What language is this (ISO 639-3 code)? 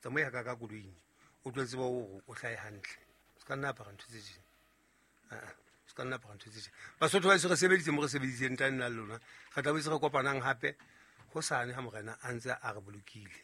sot